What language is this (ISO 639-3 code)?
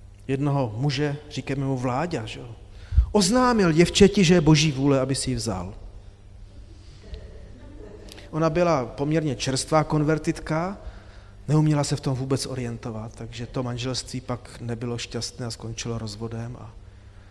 ces